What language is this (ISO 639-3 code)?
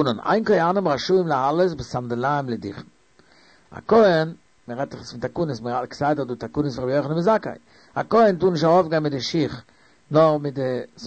yid